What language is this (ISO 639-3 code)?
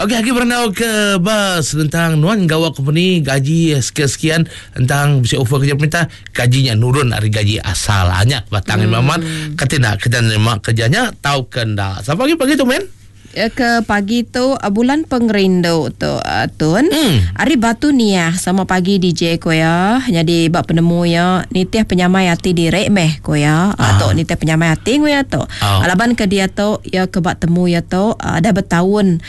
iba